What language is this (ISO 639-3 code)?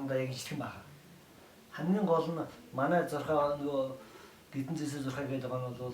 mon